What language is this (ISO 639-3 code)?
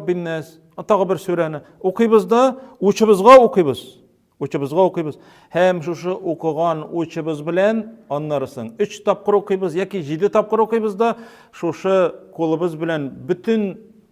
tat